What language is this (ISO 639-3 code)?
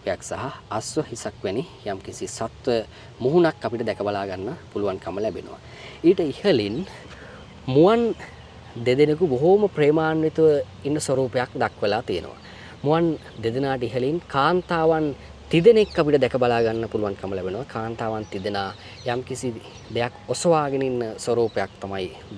sin